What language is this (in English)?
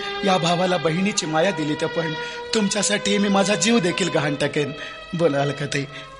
Marathi